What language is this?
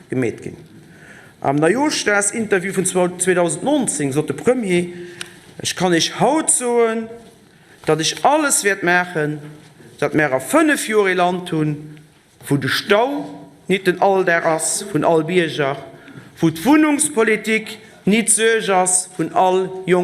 Luxembourgish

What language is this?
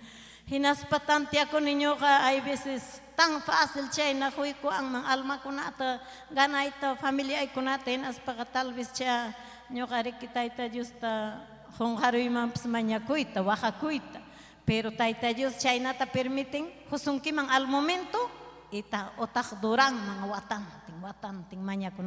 Ayacucho Quechua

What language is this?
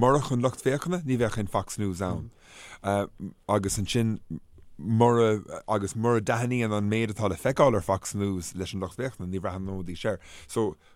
Irish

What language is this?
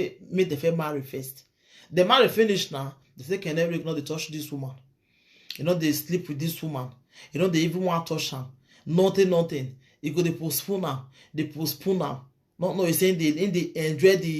Nigerian Pidgin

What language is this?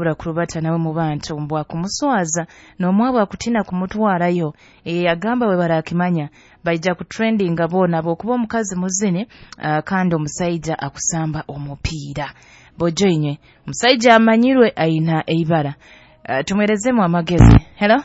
Nyoro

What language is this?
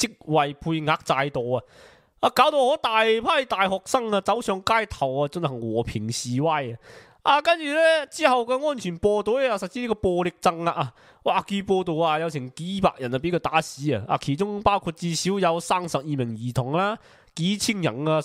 Cantonese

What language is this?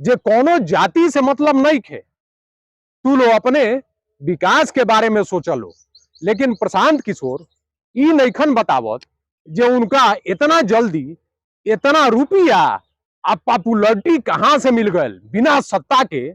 Bhojpuri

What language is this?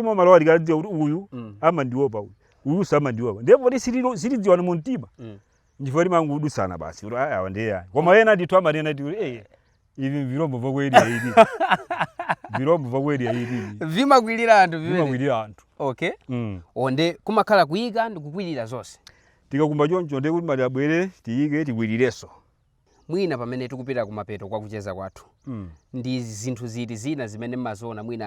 Nyanja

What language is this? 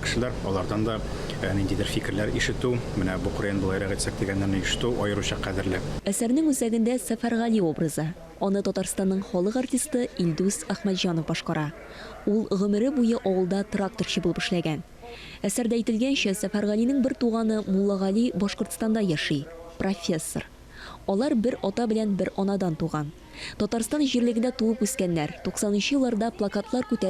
Tatar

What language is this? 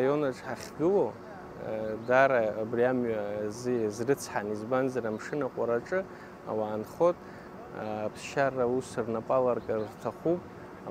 Abkhazian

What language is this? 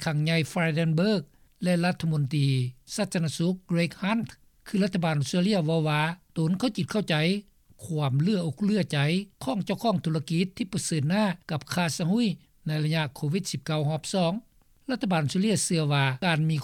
Lao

